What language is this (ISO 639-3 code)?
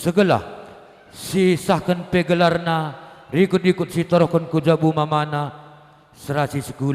btx